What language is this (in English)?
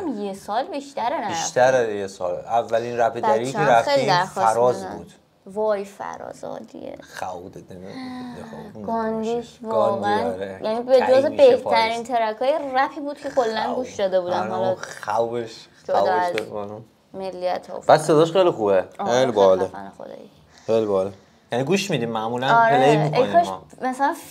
Persian